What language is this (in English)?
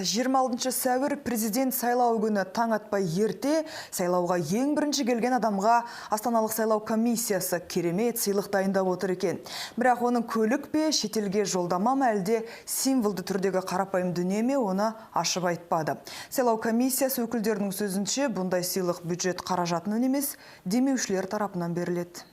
Kazakh